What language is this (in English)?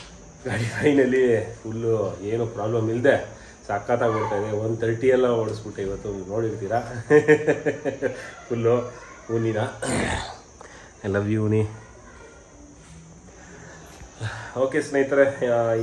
Kannada